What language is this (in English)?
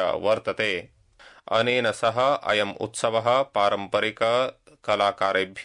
Sanskrit